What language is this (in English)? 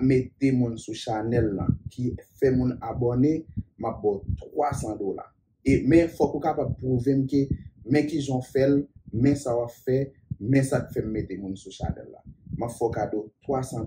Haitian Creole